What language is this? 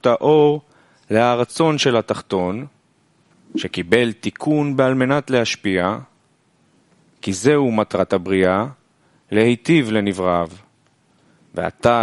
Hebrew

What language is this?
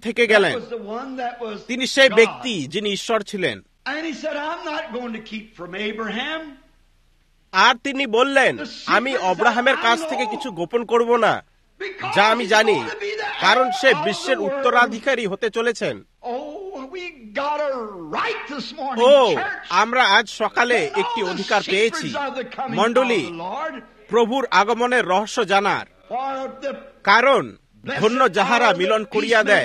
Bangla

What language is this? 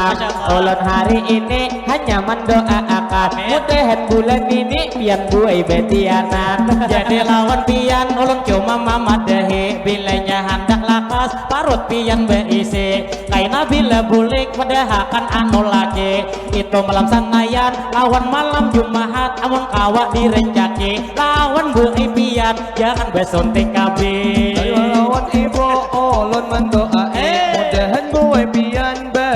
Banjar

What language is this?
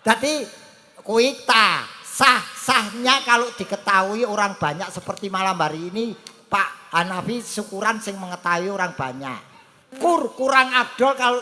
Javanese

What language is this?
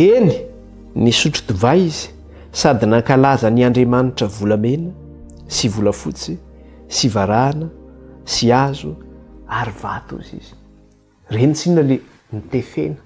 Malagasy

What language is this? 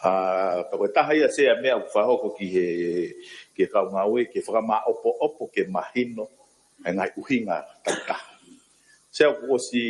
Tongan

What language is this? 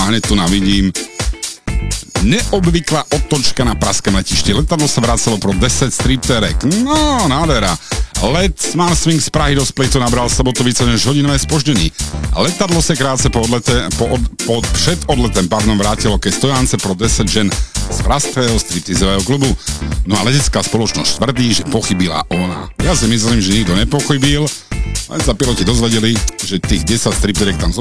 Slovak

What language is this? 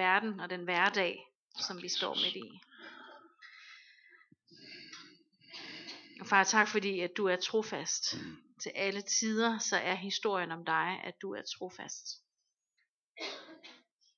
Danish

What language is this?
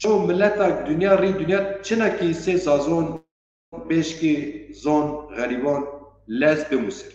Zaza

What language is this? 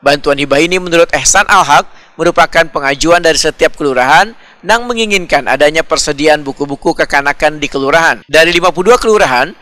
Banjar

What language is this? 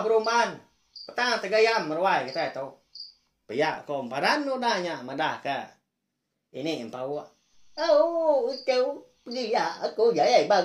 Iban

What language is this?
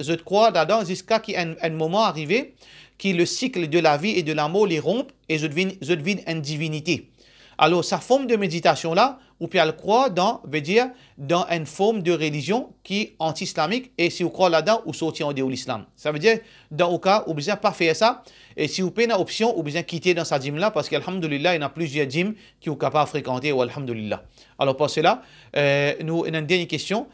Morisyen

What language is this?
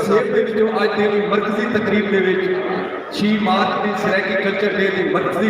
Saraiki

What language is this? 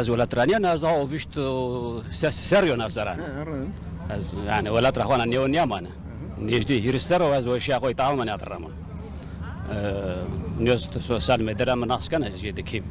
Zaza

